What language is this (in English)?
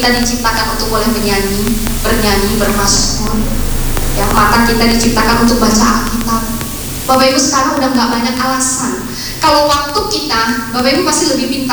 Indonesian